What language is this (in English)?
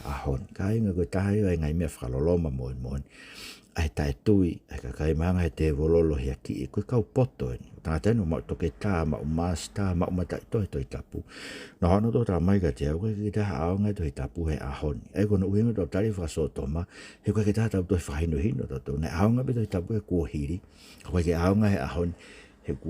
Tongan